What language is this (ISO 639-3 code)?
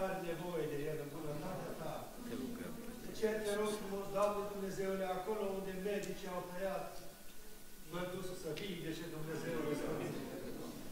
ron